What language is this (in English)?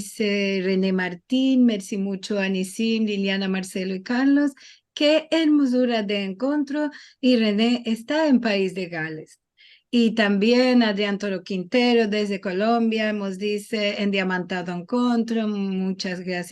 Ladino